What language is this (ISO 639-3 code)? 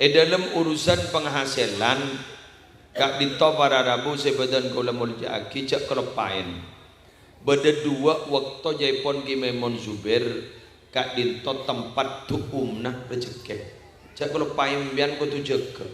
mad